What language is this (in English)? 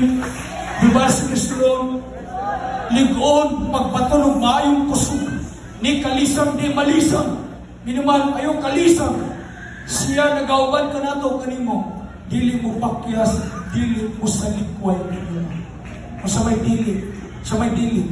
Cebuano